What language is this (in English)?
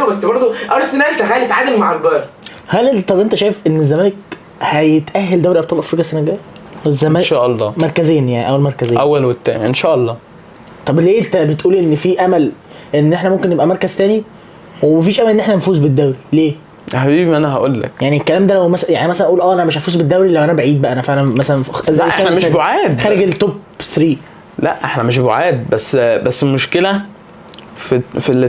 Egyptian Arabic